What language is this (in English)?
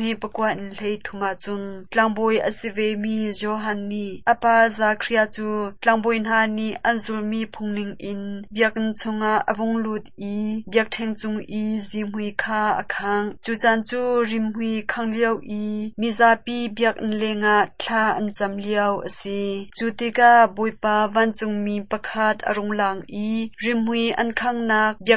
Hakha Chin